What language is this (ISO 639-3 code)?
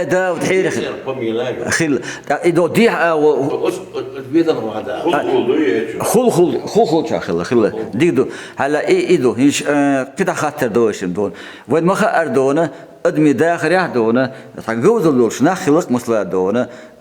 che